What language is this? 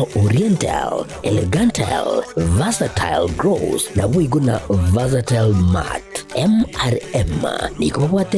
Gusii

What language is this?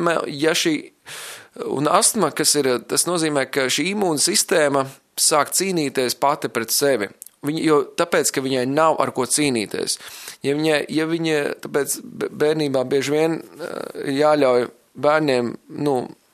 Latvian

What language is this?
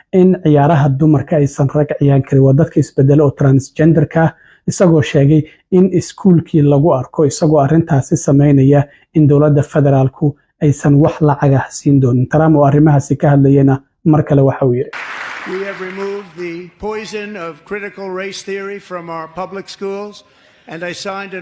Somali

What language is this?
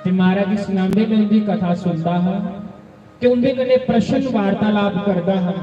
Dogri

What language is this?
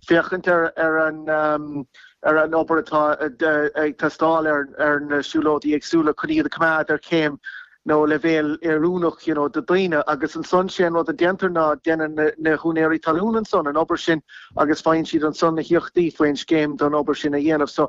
Irish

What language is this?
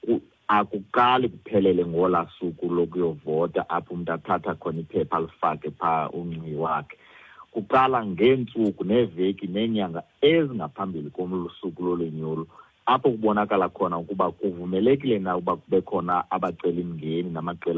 Xhosa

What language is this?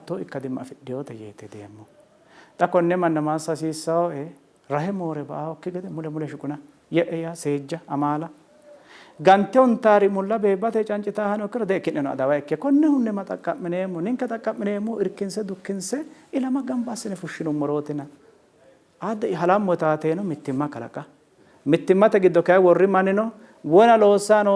Sidamo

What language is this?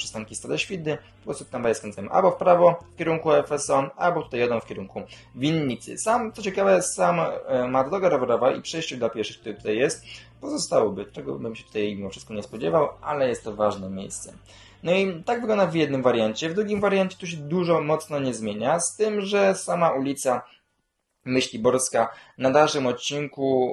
Polish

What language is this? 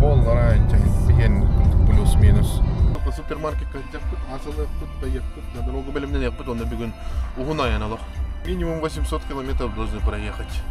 Yakut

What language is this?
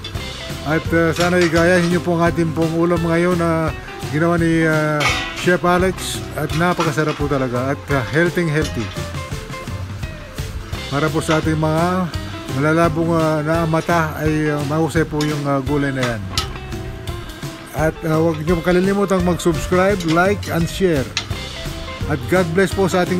Filipino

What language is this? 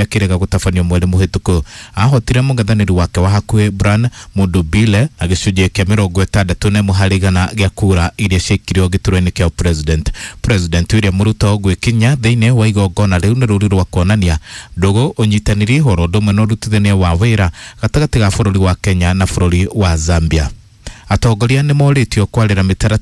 Kikuyu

